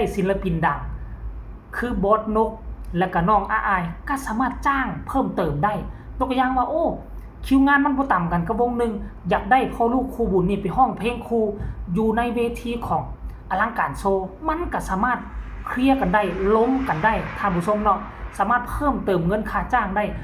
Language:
Northeastern Thai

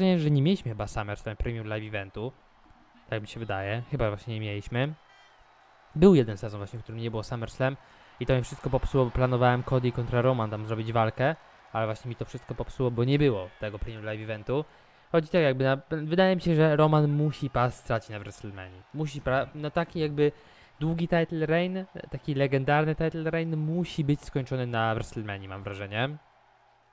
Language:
Polish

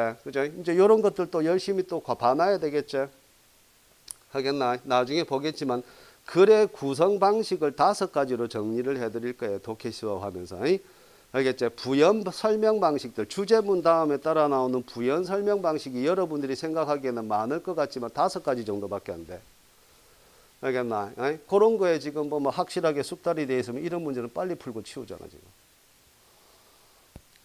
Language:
Korean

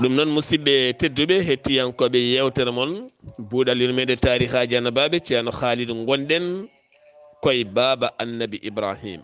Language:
Fula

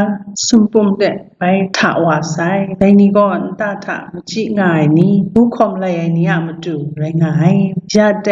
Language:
Kachin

